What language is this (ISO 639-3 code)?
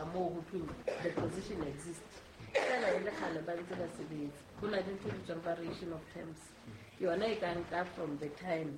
sot